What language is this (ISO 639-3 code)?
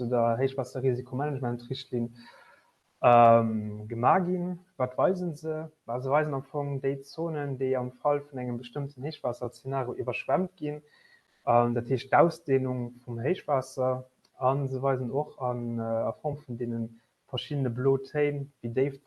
ltz